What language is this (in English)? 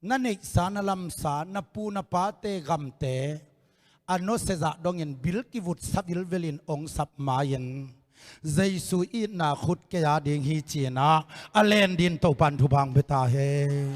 Tedim Chin